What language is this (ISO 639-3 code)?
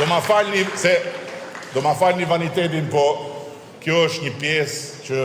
sqi